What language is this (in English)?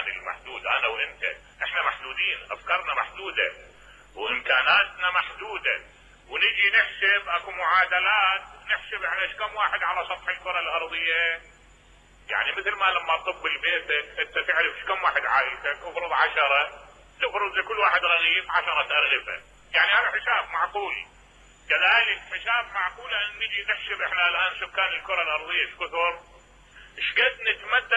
Mesopotamian Arabic